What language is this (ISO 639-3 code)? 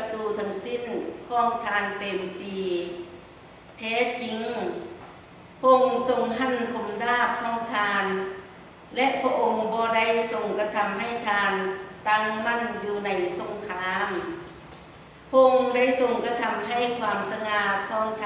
lao